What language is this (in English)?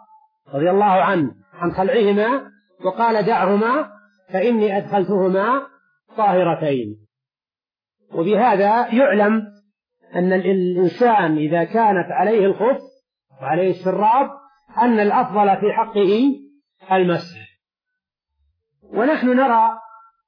Arabic